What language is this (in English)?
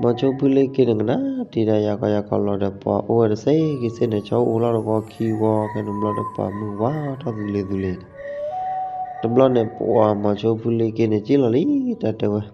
S'gaw Karen